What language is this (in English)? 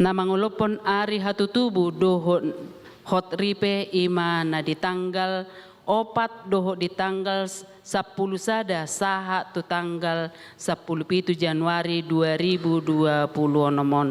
Batak Toba